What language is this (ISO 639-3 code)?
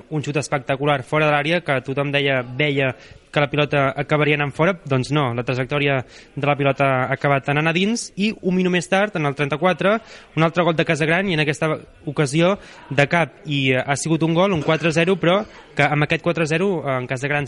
cat